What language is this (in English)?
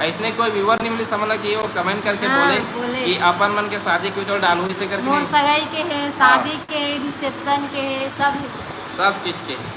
Chhattisgarhi